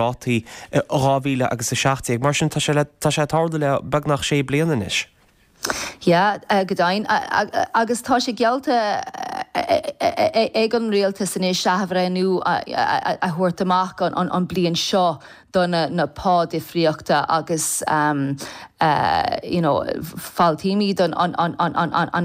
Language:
Irish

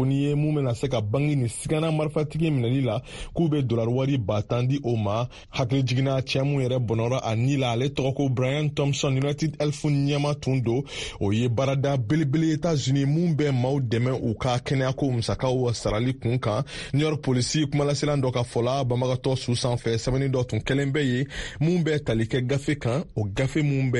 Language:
Bambara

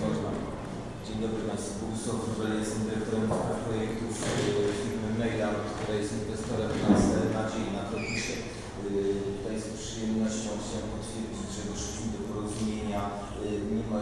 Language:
Polish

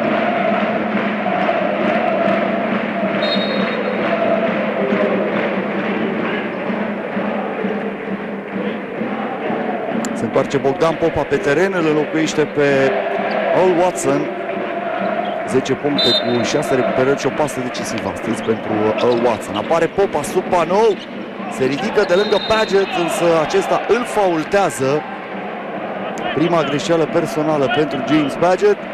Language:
Romanian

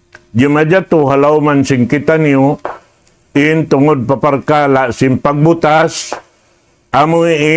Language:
Tausug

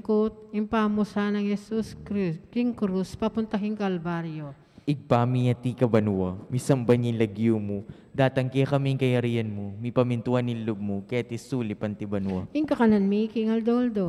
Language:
Pampanga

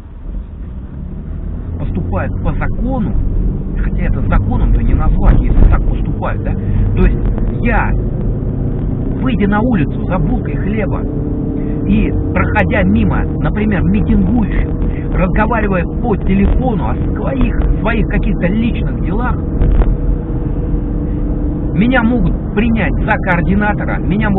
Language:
Russian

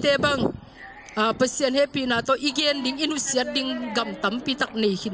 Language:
Tedim Chin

